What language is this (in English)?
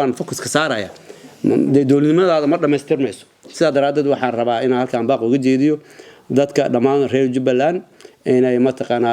Somali